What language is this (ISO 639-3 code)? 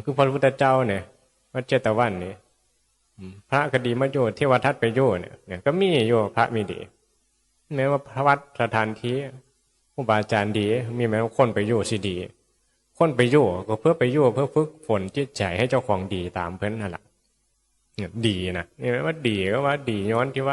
tts